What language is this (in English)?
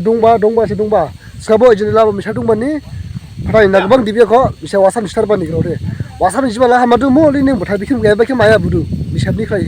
Dimasa